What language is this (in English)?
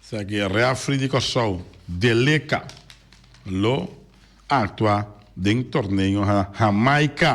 Papiamento